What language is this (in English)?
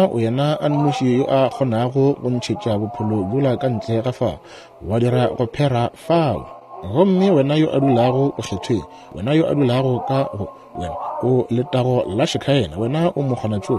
Northern Sotho